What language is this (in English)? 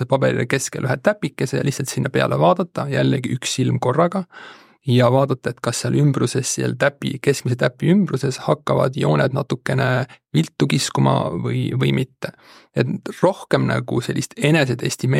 Estonian